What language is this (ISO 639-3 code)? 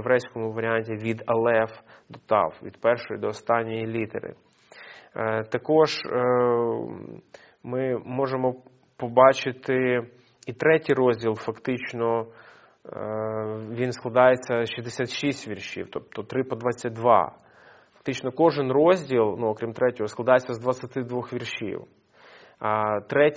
ukr